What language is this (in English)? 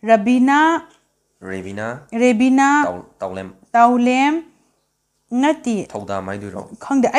Manipuri